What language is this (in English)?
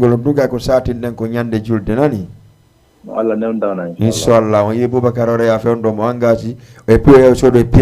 Fula